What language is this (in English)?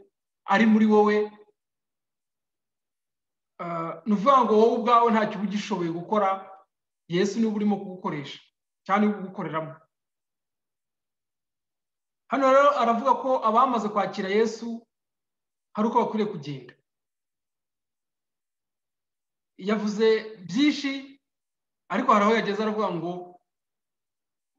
Kinyarwanda